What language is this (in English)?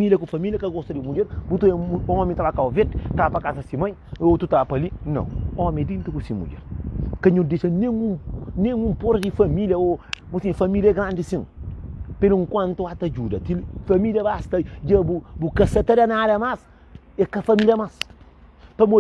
Kabuverdianu